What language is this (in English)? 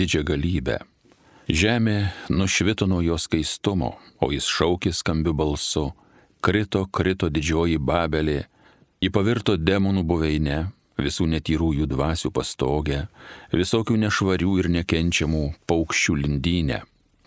Lithuanian